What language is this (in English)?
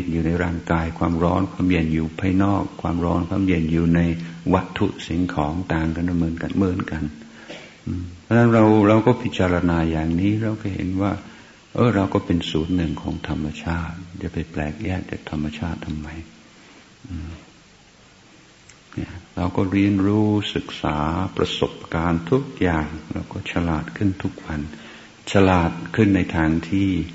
Thai